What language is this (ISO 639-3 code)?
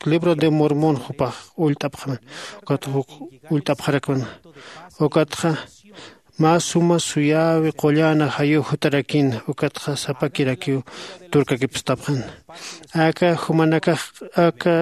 aym